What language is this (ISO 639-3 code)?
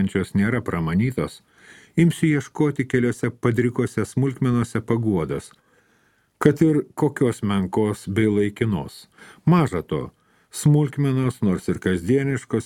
lit